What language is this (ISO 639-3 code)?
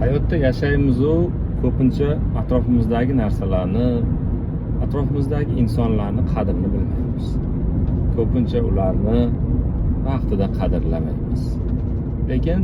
uzb